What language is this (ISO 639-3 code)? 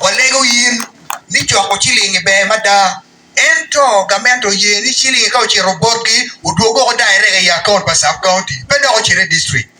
ach